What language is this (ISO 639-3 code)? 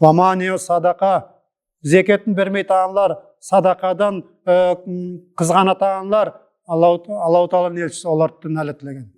nog